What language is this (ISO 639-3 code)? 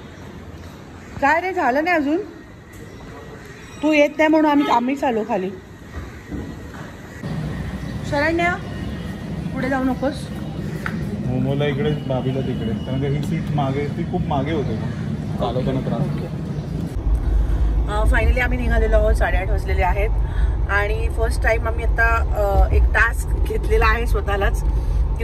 mar